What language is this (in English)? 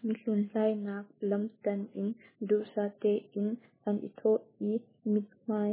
Hakha Chin